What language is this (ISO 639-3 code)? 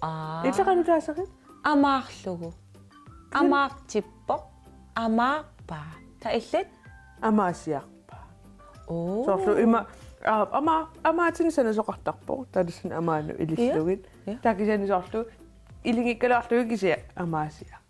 kal